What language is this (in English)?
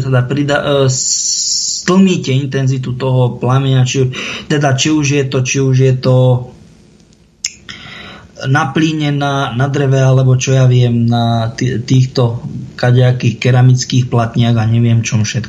Slovak